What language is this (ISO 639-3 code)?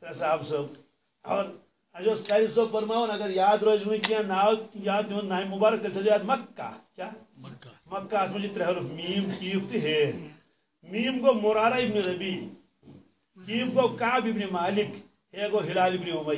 kas